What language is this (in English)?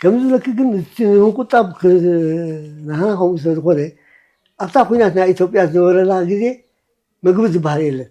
Tigrinya